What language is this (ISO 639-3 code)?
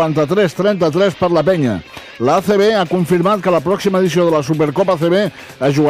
cat